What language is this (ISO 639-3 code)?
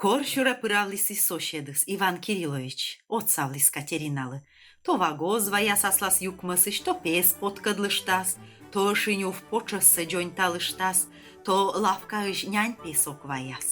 kom